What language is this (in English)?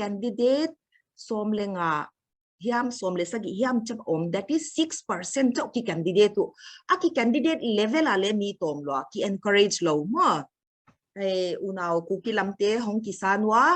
Paite Chin